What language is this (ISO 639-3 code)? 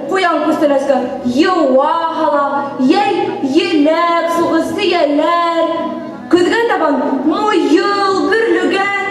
bak